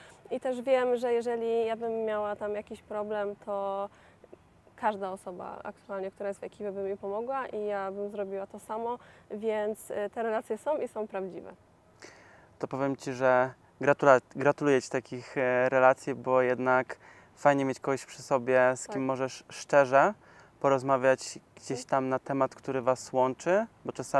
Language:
Polish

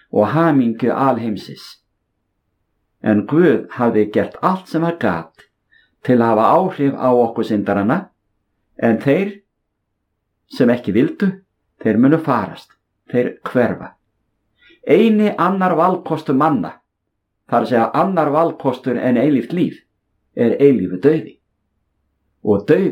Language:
Icelandic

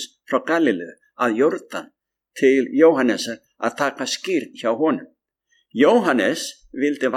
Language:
Icelandic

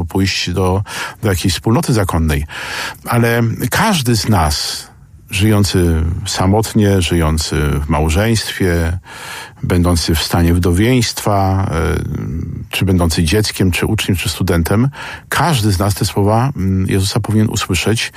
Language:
Polish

